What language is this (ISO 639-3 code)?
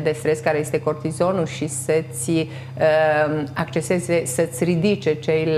ron